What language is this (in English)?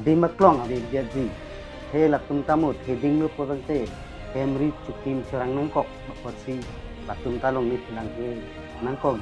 Karbi